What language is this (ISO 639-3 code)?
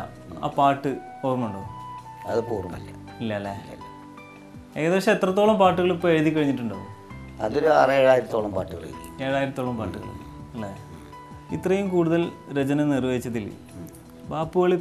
mal